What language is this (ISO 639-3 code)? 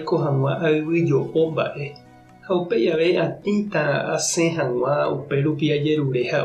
grn